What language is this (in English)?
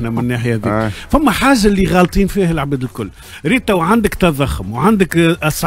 Tunisian Arabic